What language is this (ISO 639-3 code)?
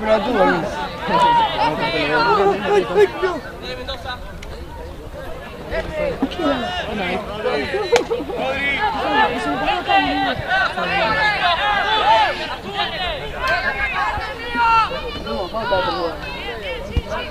spa